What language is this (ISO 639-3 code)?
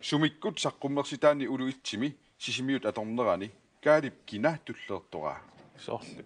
kal